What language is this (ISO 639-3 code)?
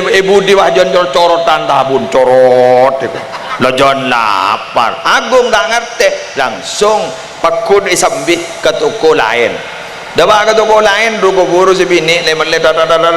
mad